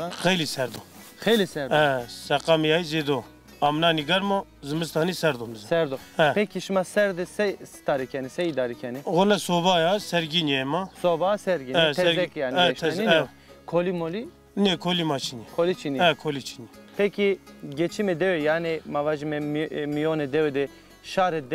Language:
Zaza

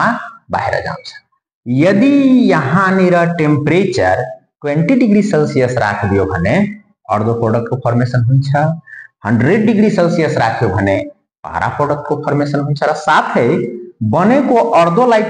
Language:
Nepali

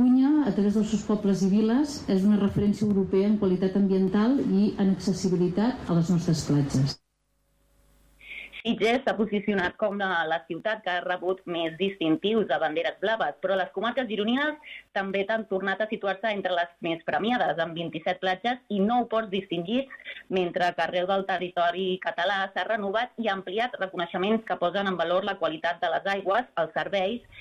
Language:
Catalan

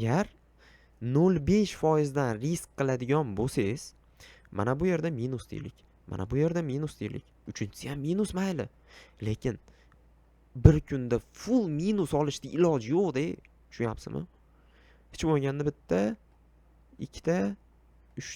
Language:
Uzbek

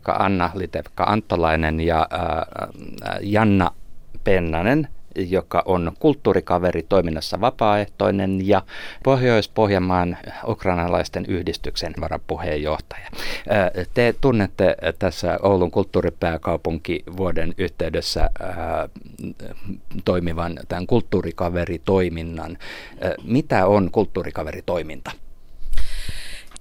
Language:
Finnish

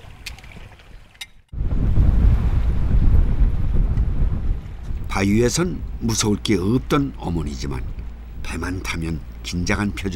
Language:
Korean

